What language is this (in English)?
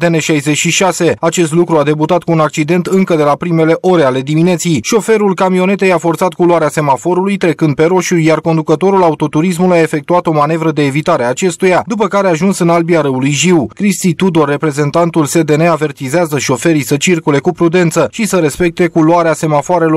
Romanian